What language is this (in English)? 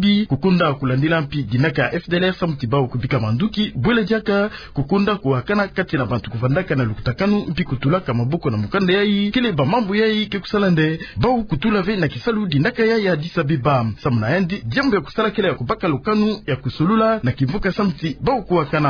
Kituba (Democratic Republic of Congo)